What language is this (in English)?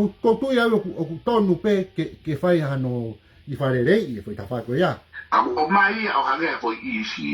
Tongan